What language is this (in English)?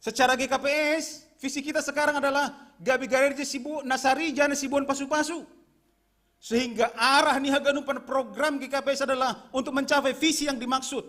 Batak Simalungun